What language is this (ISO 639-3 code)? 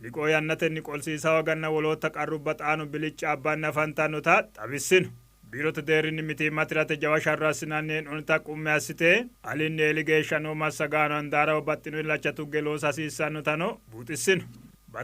sid